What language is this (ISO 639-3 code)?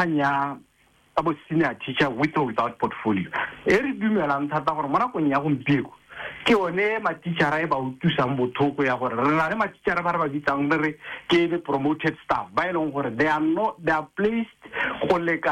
tsn